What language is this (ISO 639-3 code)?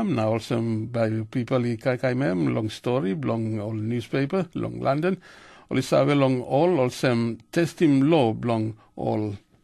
tpi